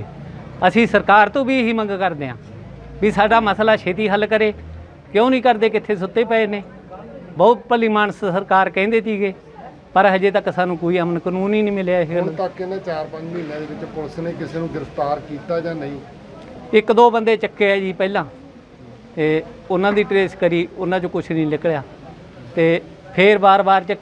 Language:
Punjabi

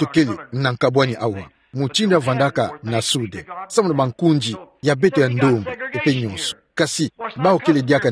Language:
Kituba (Democratic Republic of Congo)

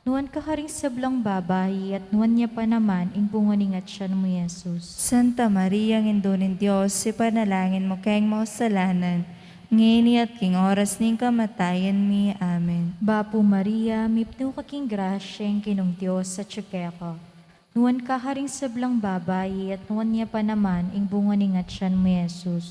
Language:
Pampanga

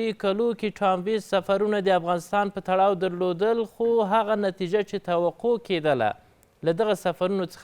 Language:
Pashto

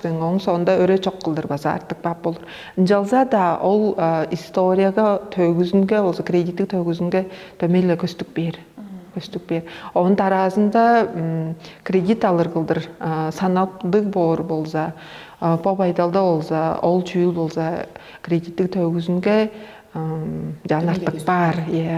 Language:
Tuvinian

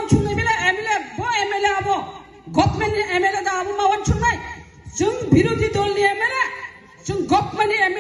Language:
Kok Borok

